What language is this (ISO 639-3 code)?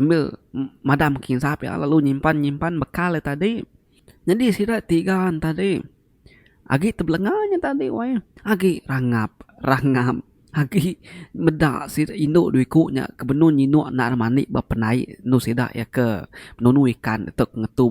iba